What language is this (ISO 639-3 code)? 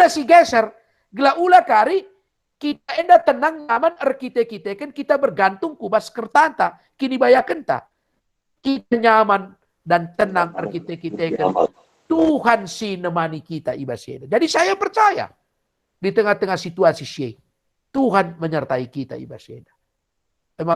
btx